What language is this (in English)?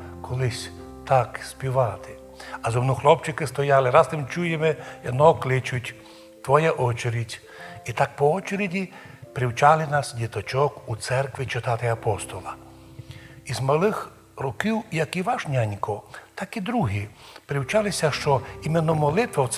Rusyn